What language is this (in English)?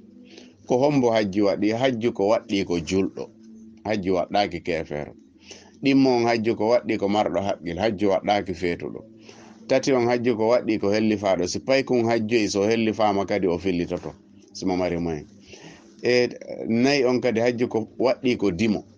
Fula